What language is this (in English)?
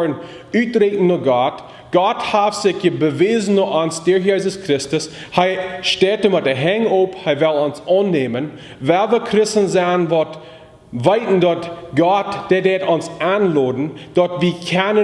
Plautdietsch